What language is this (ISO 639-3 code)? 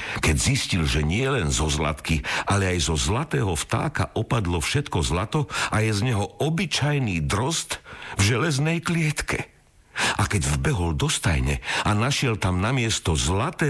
slk